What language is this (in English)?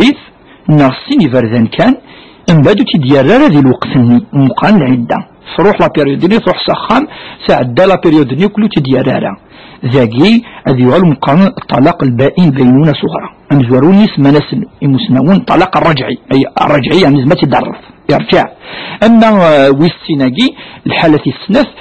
Kabyle